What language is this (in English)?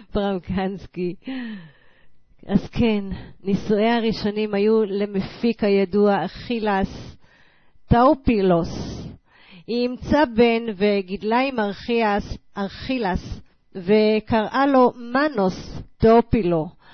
Hebrew